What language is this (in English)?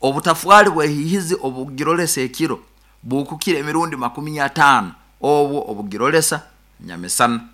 Nyankole